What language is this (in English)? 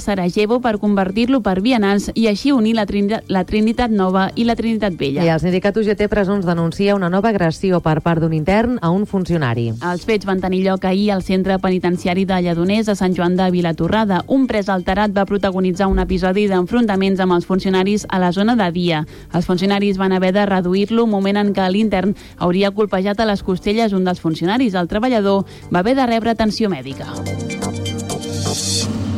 Catalan